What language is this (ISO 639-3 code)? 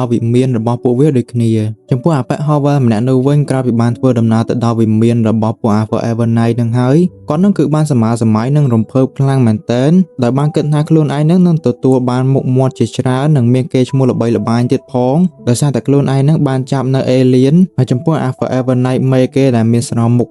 khm